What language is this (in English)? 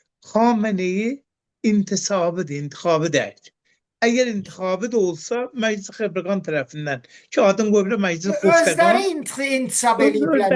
Azerbaijani